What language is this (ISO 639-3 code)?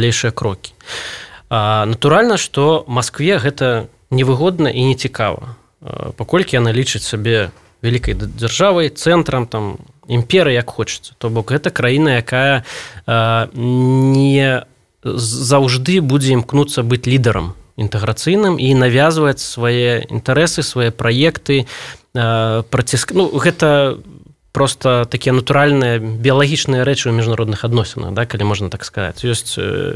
bel